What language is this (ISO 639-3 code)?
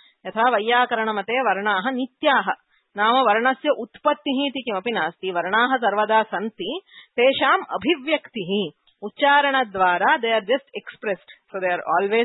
san